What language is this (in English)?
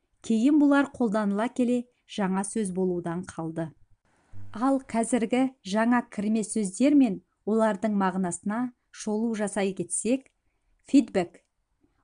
Kazakh